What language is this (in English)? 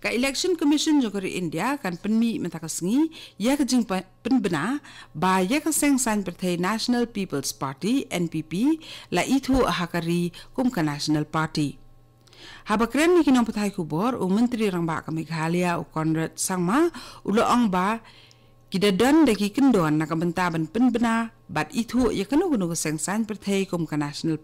Khasi